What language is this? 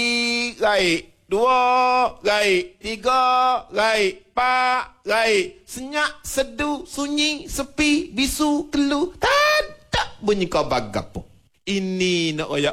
Malay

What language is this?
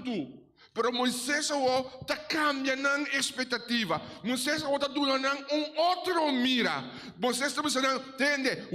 Papiamento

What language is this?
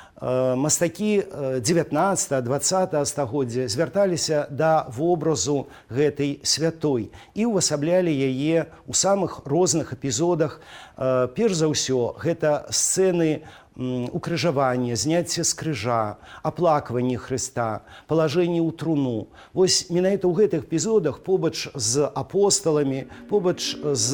Belarusian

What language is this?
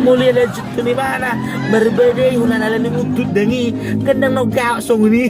Batak Toba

